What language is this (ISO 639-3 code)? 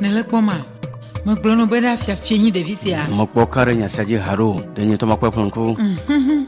ewe